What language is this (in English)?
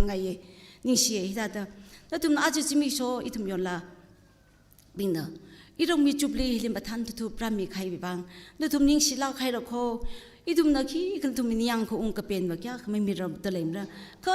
Tangkhul Naga (India)